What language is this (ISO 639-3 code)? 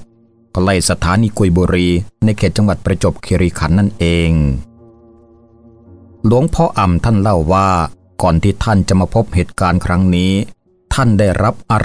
tha